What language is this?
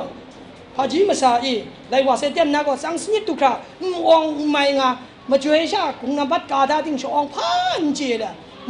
Kachin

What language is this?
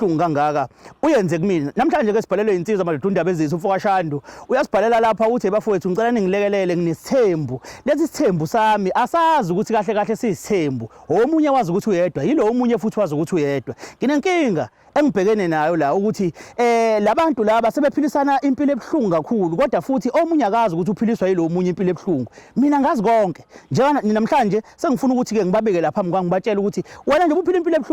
Zulu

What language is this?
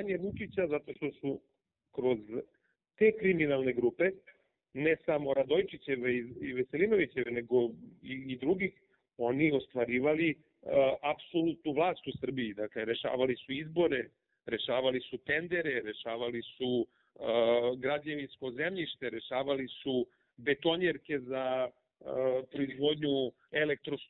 Serbian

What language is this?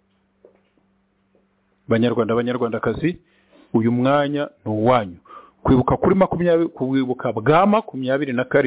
Kinyarwanda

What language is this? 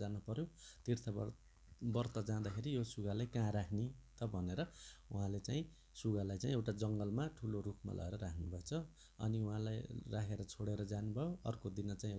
Nepali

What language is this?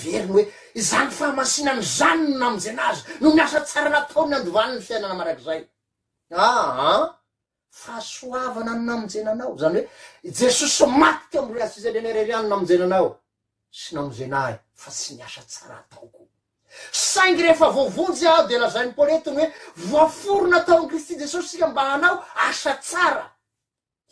Malagasy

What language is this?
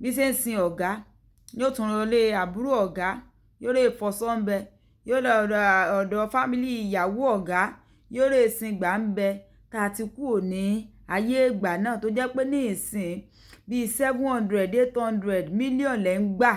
Yoruba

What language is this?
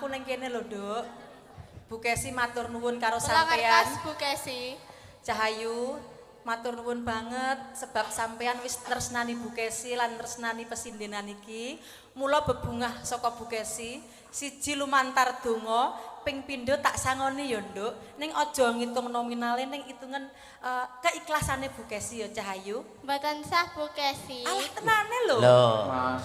Javanese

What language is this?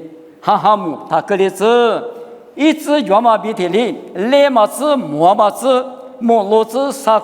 Lisu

